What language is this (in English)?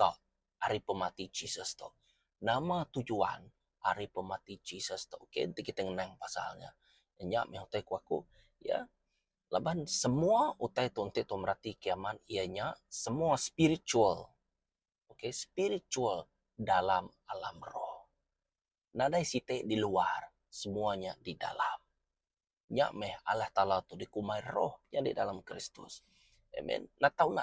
Iban